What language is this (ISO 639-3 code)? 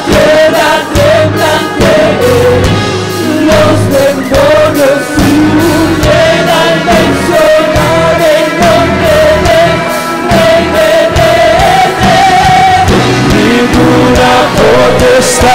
spa